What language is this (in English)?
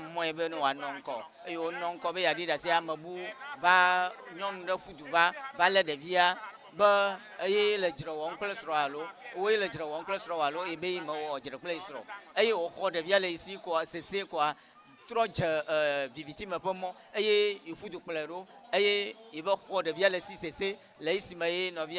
Ewe